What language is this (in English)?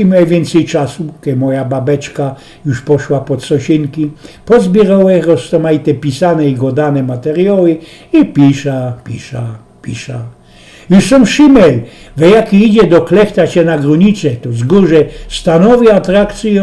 Silesian